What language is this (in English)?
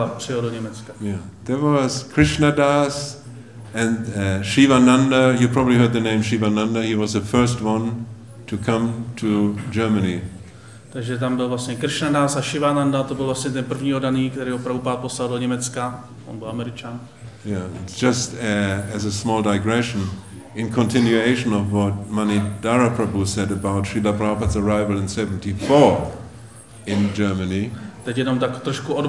Czech